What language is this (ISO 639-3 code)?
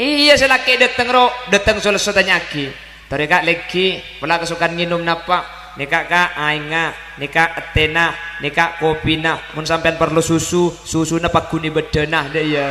mad